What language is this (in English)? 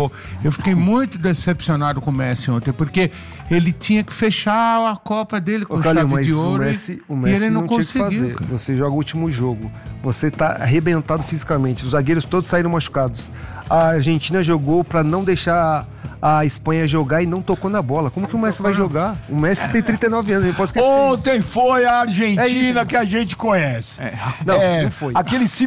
Portuguese